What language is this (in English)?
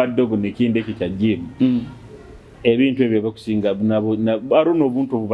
Nyoro